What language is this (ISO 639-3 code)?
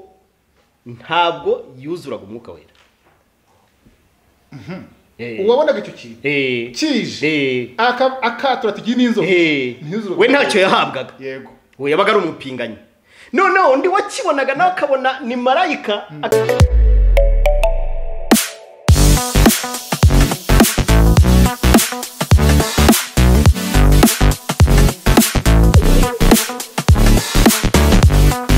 kin